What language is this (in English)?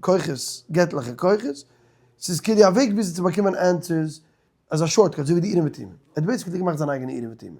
Yiddish